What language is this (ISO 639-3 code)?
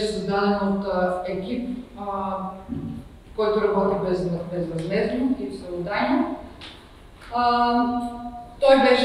bul